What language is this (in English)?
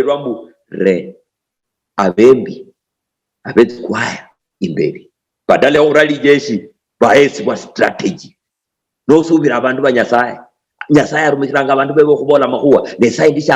Luyia